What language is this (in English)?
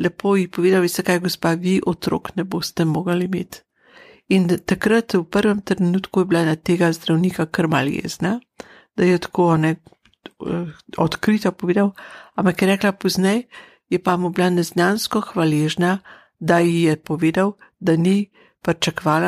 Slovenian